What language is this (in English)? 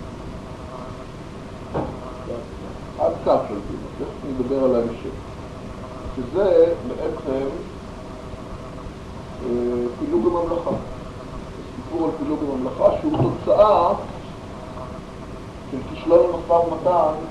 Hebrew